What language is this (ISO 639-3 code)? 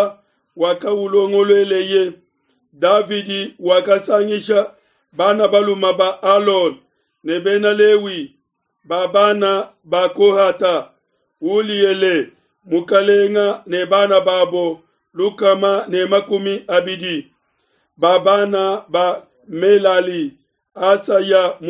lua